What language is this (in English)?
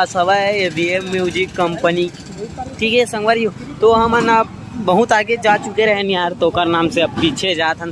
Chhattisgarhi